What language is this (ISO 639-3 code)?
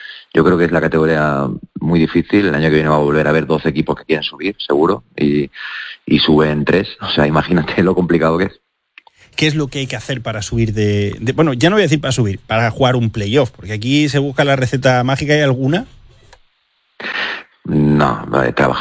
spa